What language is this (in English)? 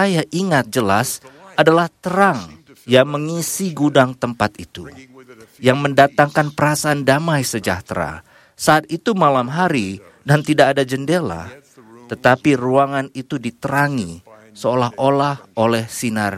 Indonesian